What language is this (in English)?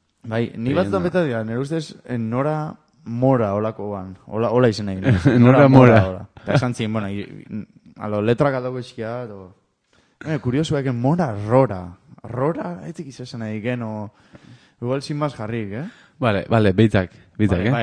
Basque